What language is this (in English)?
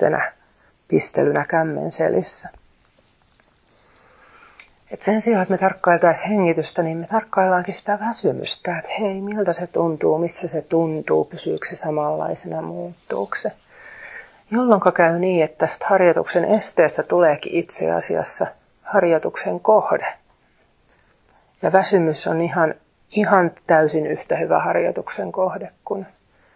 Finnish